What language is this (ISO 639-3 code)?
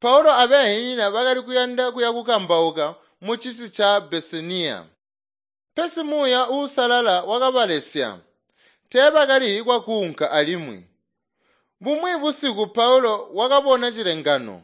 toi